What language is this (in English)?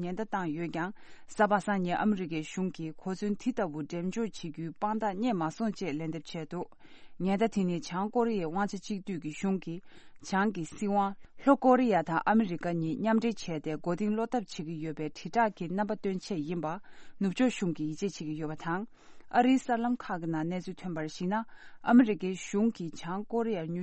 Tibetan